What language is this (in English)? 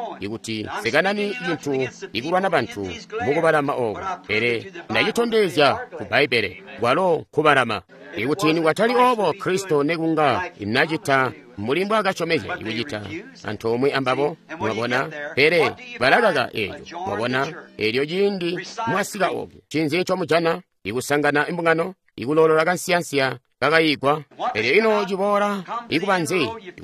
Tonga (Zambia)